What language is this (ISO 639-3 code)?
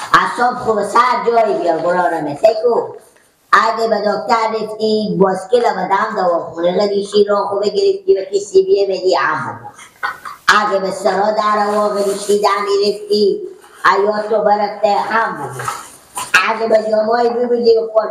fas